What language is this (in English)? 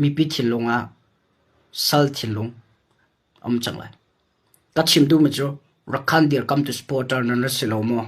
Hakha Chin